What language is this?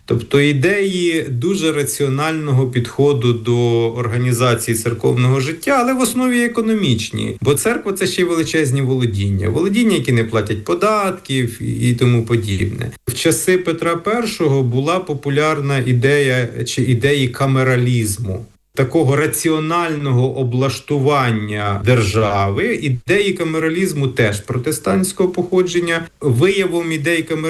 Ukrainian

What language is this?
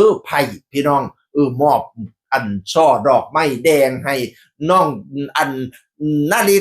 Northeastern Thai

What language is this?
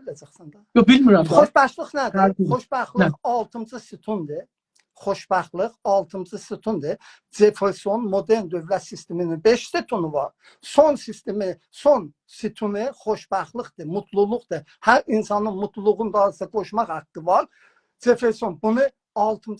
South Azerbaijani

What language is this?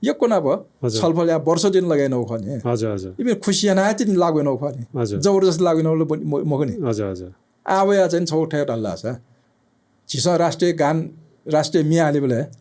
Newari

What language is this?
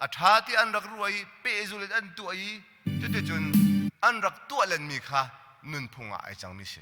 Hakha Chin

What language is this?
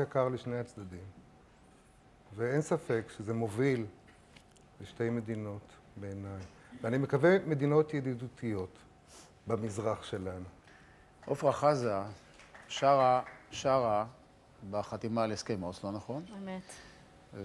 Hebrew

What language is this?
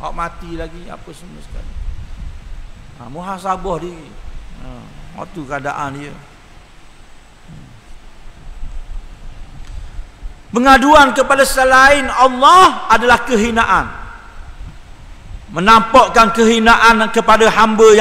Malay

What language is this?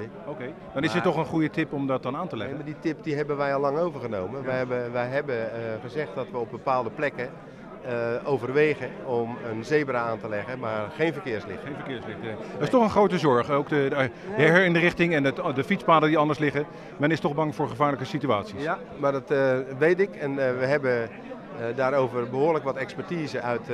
Dutch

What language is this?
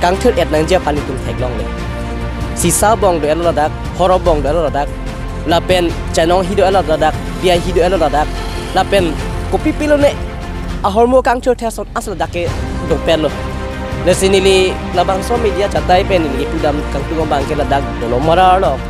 Karbi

